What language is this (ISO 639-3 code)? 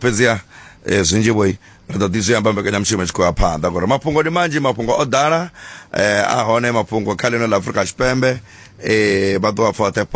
ven